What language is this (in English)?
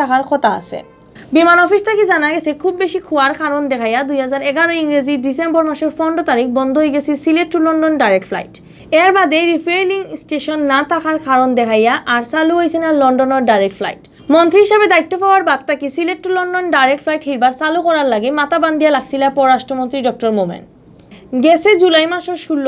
Sylheti